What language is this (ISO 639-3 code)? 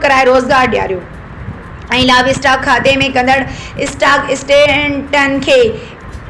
snd